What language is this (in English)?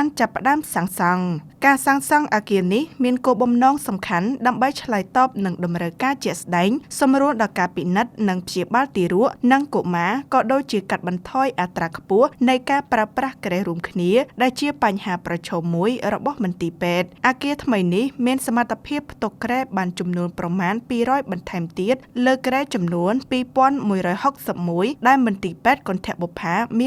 Khmer